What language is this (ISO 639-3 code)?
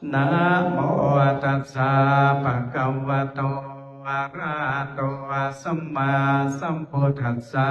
pli